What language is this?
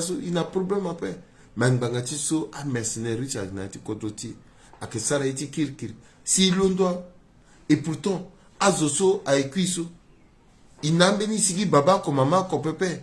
Sango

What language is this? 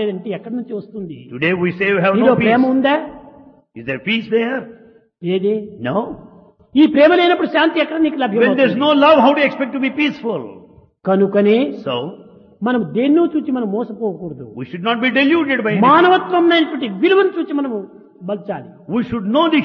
Telugu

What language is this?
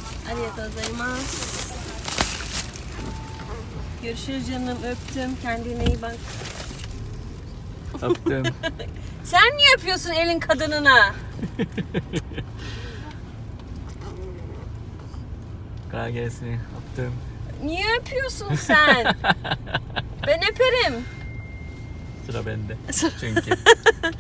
Turkish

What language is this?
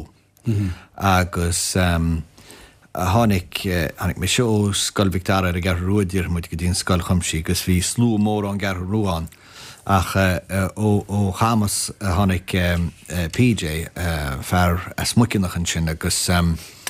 Irish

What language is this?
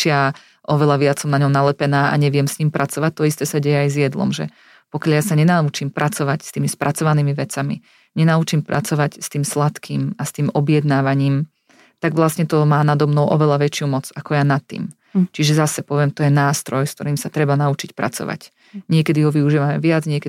Slovak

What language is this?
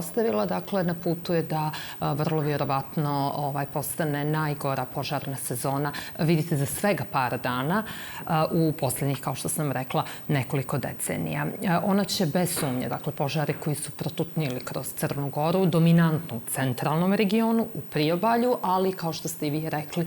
Bosnian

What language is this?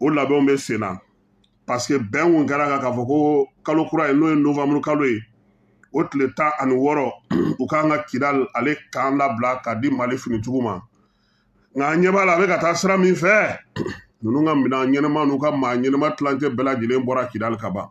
Bambara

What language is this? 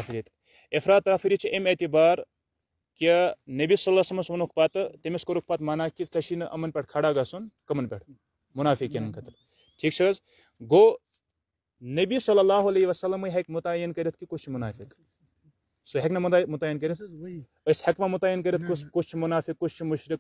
Kashmiri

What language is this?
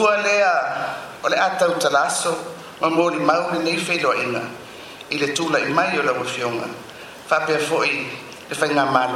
Samoan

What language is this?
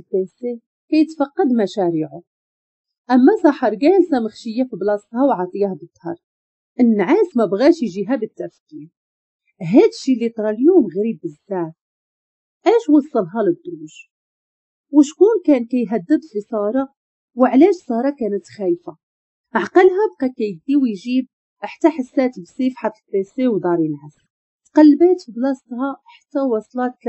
Moroccan Arabic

